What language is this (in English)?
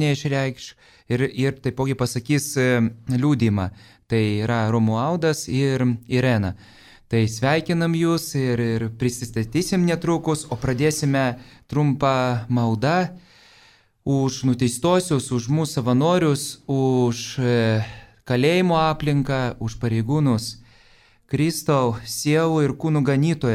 Lithuanian